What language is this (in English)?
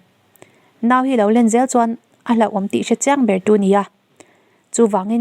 Mizo